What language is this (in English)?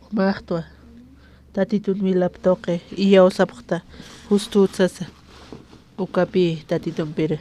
Aymara